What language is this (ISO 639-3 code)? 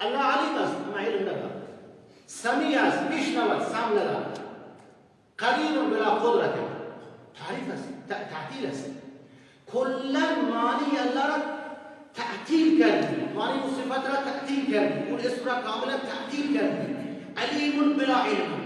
fas